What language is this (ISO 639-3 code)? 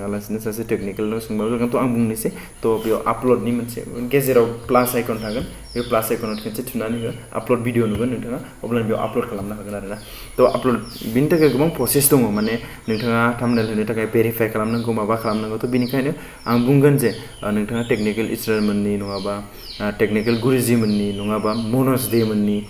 brx